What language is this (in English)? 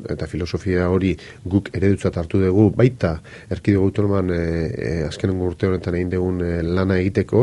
Basque